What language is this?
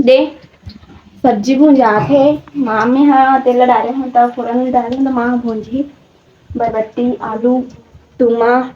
Chhattisgarhi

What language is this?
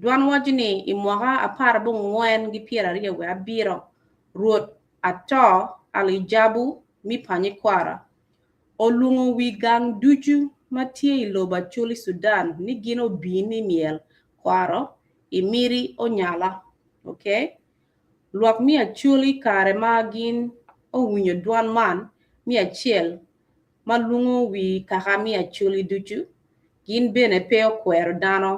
Acoli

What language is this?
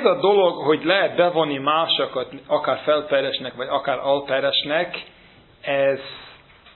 Hungarian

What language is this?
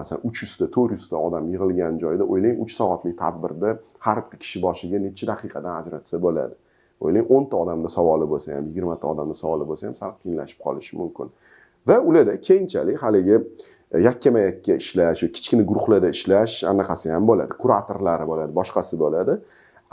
Uzbek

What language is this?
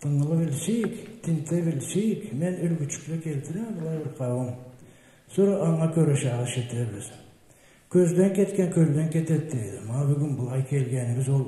Karachay-Balkar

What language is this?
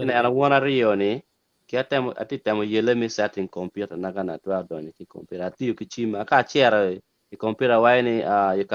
Acoli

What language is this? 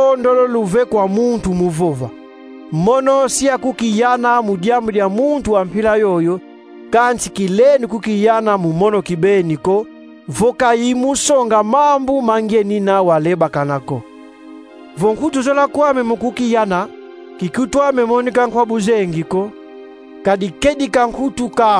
Kongo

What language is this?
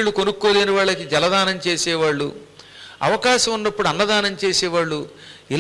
Telugu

